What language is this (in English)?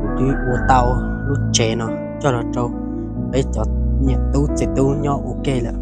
Hmong